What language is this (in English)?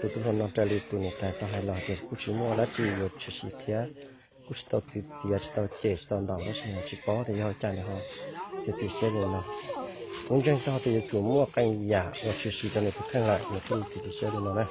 Hmong